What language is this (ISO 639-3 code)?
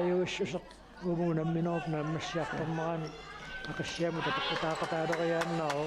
kal